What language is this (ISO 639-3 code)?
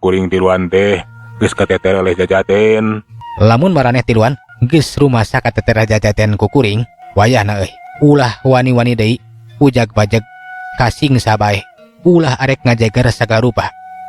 sun